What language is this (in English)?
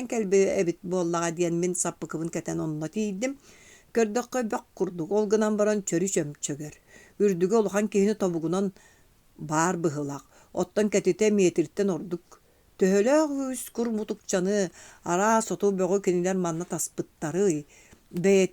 Yakut